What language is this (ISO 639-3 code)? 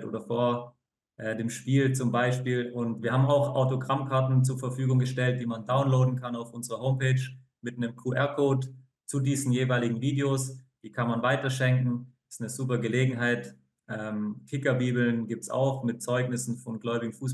gsw